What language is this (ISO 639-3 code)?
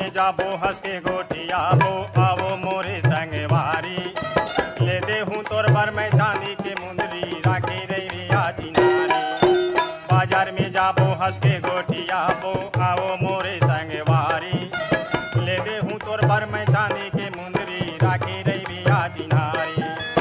hne